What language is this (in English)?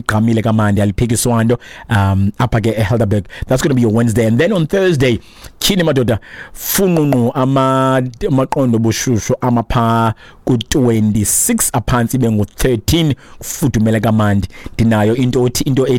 Xhosa